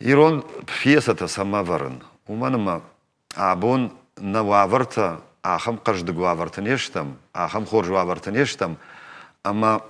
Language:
Ossetic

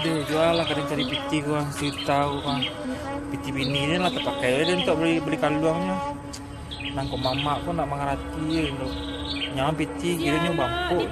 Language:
Minangkabau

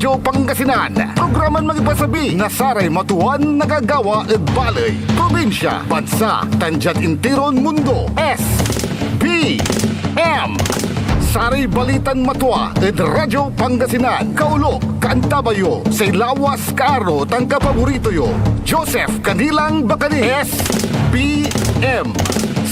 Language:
Pangasinan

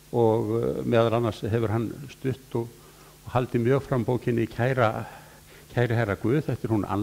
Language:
Icelandic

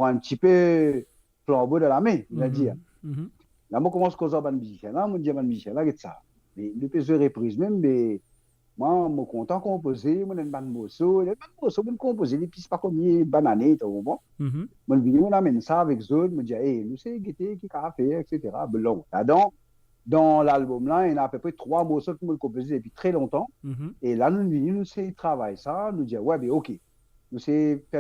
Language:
Morisyen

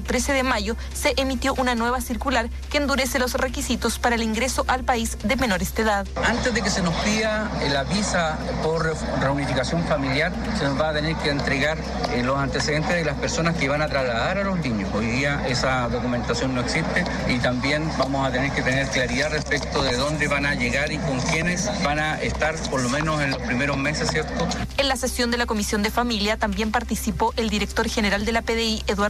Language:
Spanish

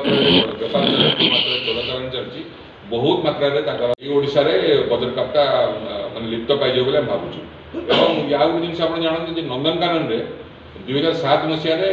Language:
Odia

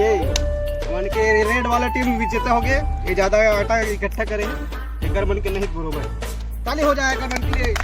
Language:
Chhattisgarhi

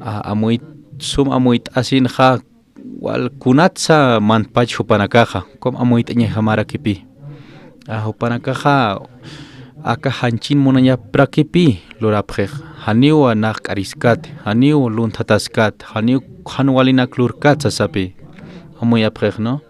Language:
Aymara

